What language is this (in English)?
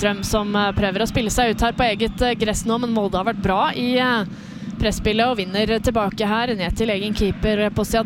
Norwegian